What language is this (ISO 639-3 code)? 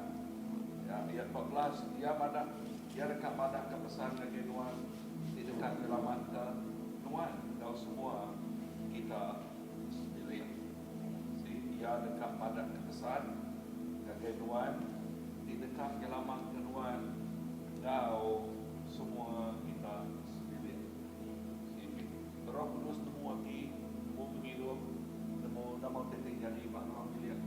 iba